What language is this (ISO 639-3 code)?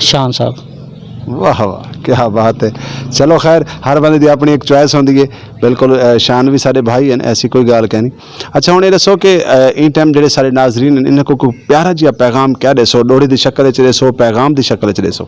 skr